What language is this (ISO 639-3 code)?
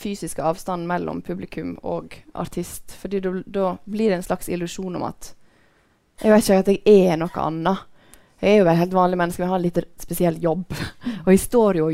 nor